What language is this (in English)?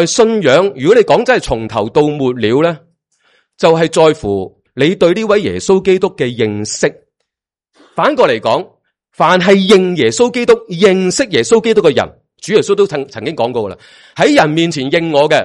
Cantonese